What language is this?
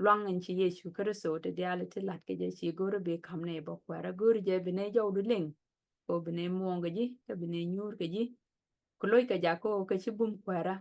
Nuer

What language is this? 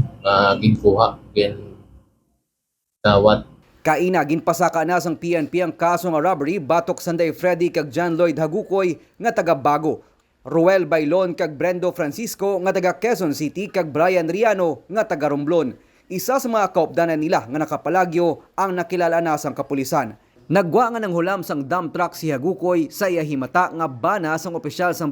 Hiligaynon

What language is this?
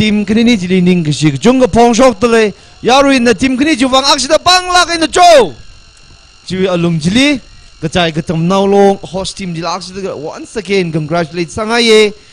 Tangkhul Naga (India)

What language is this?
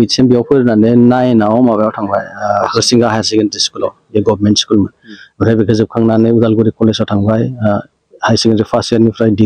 Bodo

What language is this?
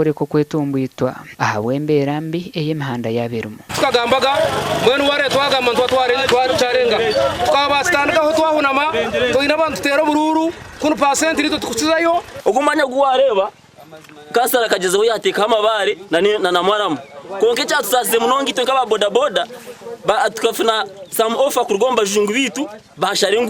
Nyankole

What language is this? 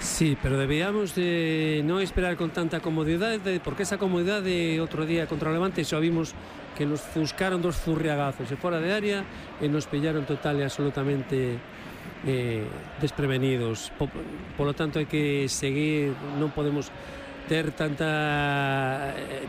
Galician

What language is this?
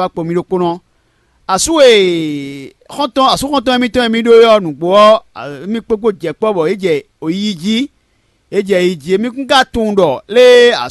Fon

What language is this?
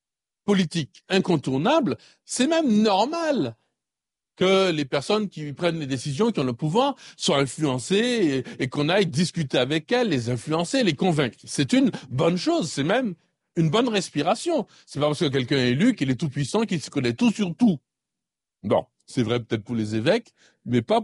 French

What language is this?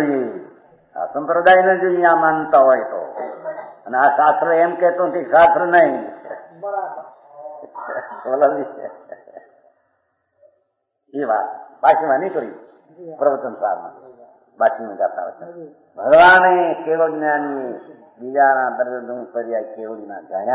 Gujarati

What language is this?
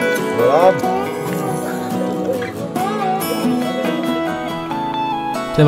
Indonesian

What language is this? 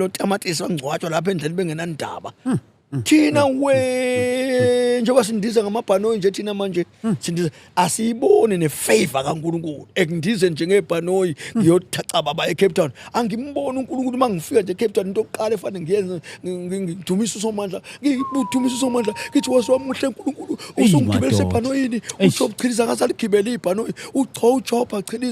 Zulu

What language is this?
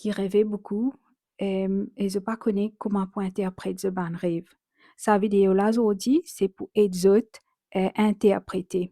Morisyen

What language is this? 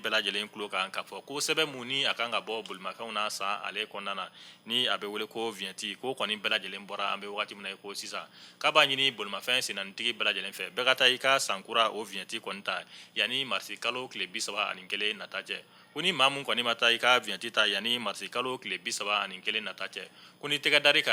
Bambara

